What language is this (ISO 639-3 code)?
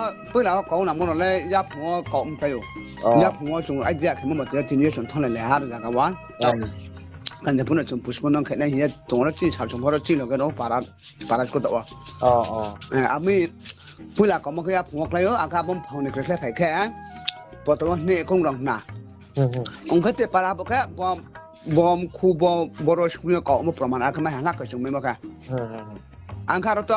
ria